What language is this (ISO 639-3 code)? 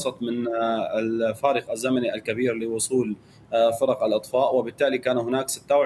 ara